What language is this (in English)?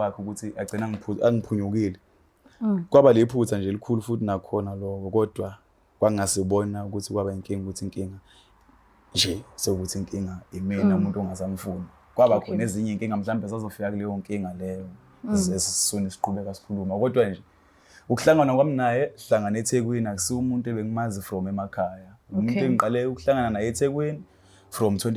Zulu